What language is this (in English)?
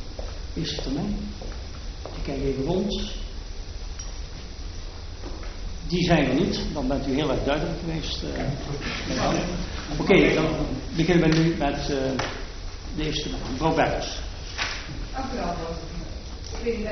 Dutch